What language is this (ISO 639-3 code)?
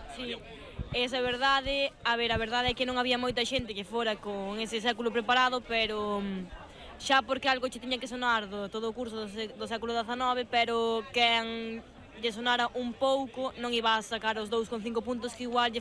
glg